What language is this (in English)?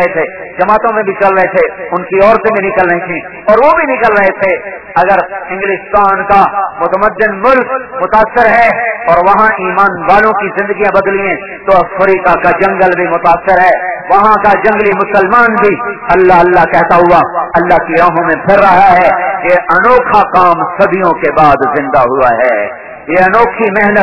Urdu